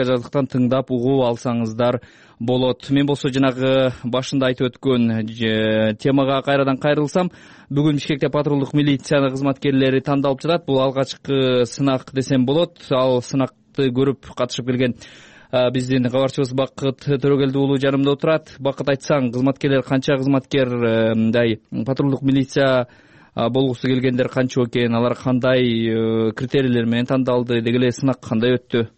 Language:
Kyrgyz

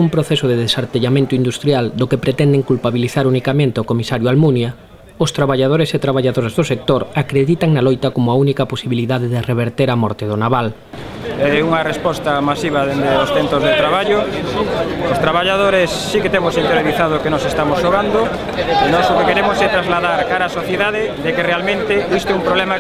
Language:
Galician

